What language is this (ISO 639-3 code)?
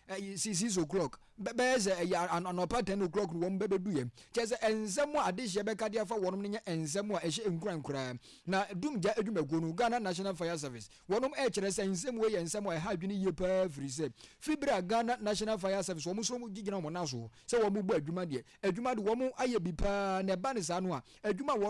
aka